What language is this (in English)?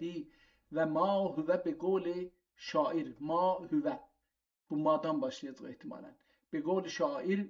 South Azerbaijani